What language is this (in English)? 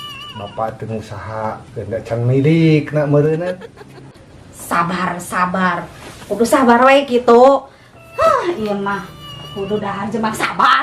Sundanese